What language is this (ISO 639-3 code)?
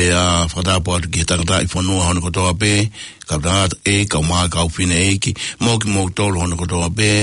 ton